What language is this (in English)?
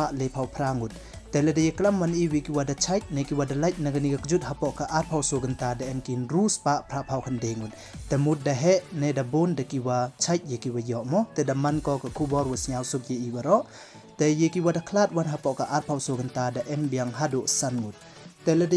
Pnar